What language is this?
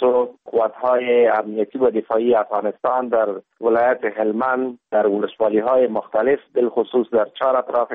Persian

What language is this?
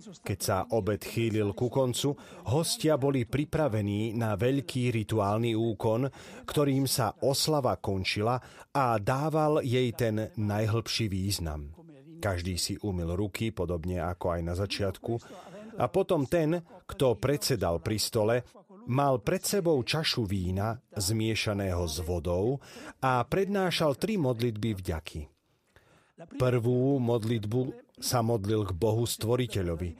Slovak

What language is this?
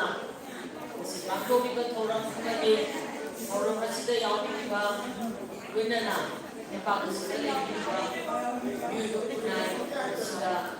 Manipuri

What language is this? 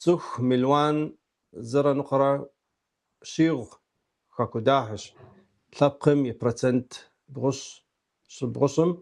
Kabardian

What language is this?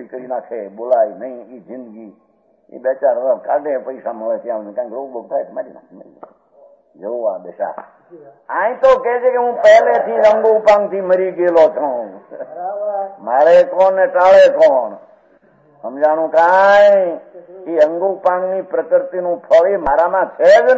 Gujarati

